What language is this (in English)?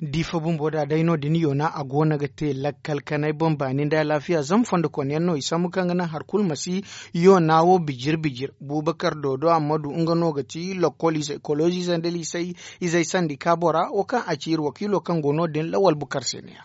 Zarma